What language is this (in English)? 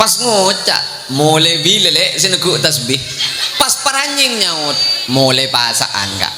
Madurese